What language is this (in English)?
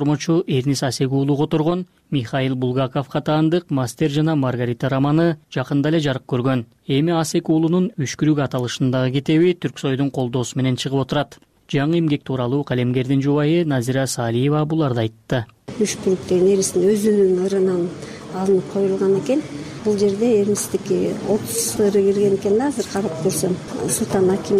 Kyrgyz